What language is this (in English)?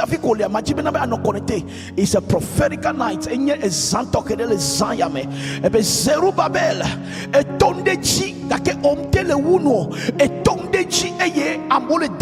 Ewe